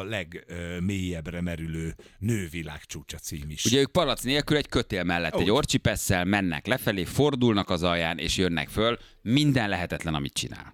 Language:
Hungarian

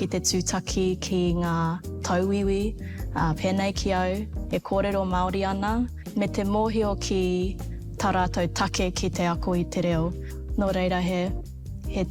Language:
Māori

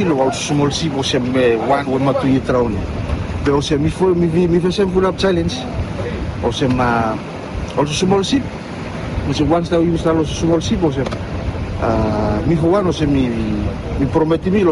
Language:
Bislama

